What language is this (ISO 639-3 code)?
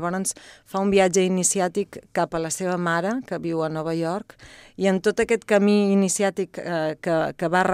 cat